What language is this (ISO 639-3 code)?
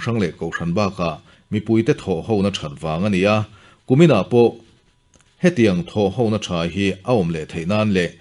lus